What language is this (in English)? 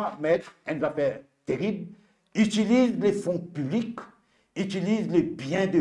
Morisyen